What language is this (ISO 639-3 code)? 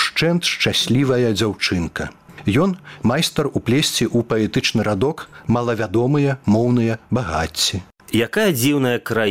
bel